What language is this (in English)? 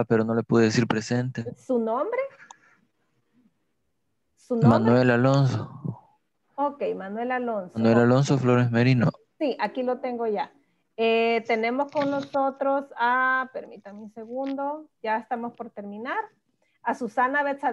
Spanish